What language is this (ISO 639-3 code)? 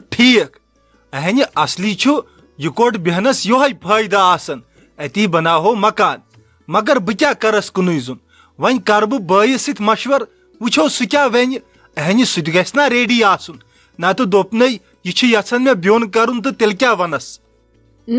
kas